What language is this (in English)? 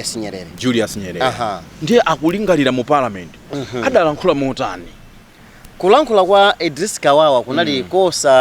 Nyanja